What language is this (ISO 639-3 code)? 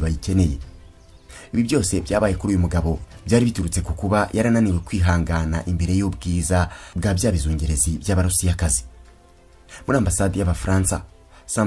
kin